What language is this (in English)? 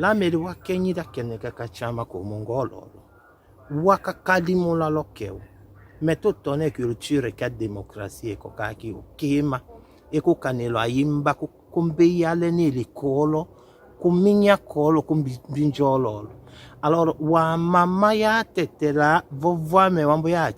Tetela